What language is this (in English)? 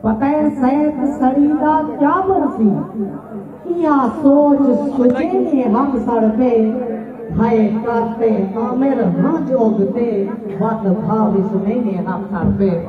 Saraiki